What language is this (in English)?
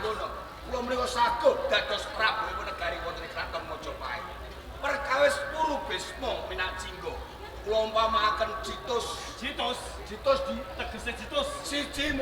Javanese